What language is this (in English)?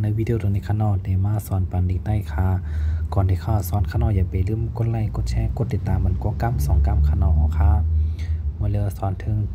Shan